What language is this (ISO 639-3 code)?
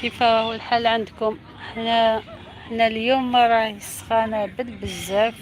arq